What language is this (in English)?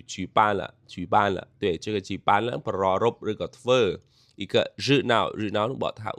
Khmer